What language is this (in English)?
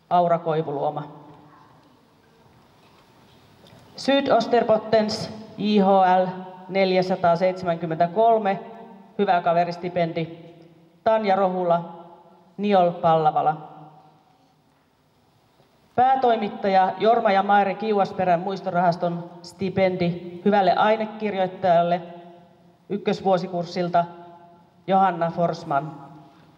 Finnish